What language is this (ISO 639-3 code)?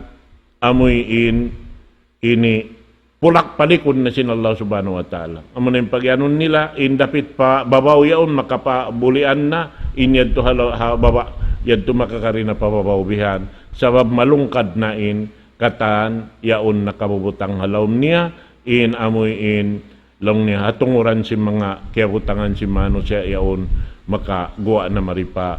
tsg